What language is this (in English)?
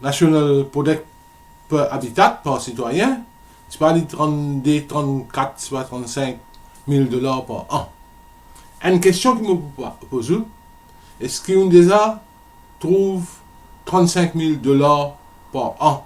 Morisyen